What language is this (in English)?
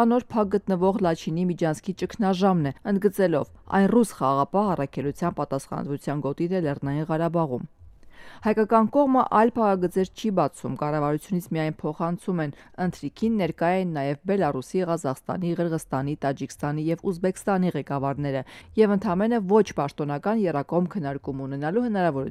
Armenian